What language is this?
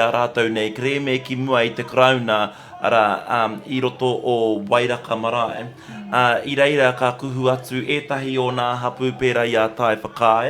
Māori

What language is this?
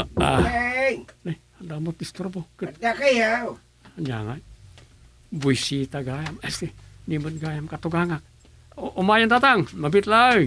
Iloko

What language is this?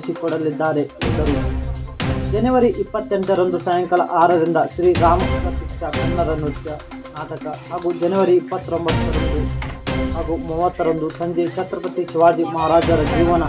Kannada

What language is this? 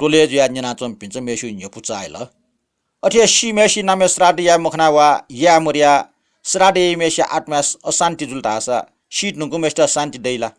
Newari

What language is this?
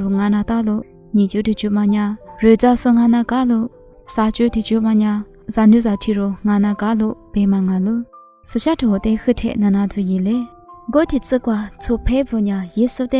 Lisu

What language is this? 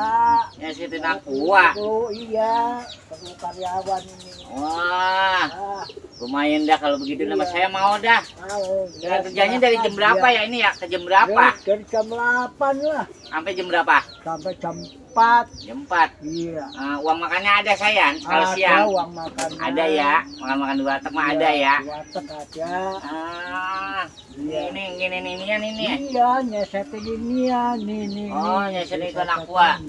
Betawi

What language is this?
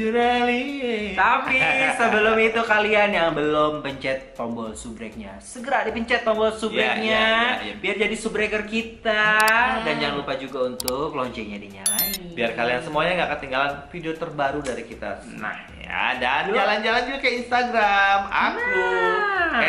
Indonesian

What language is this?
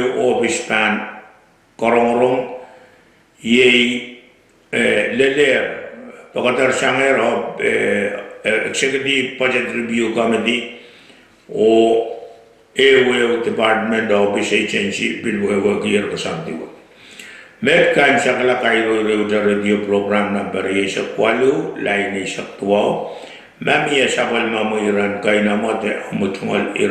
Pohnpeian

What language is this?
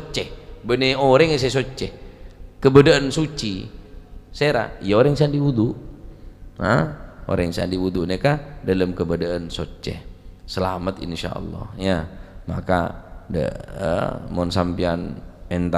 Madurese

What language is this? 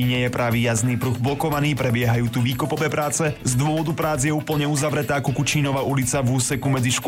Slovak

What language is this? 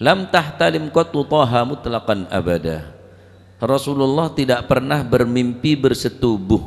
Madurese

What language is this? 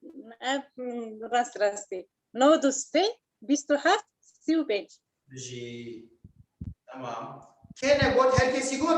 Kurdish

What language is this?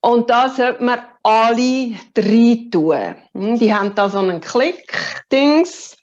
Swiss German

